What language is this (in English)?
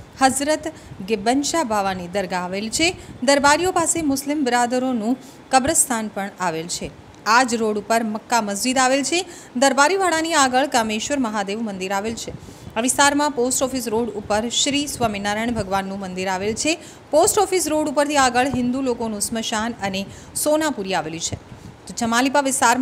Gujarati